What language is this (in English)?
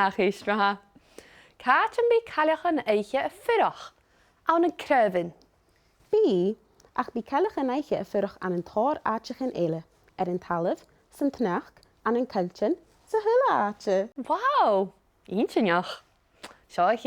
Scottish Gaelic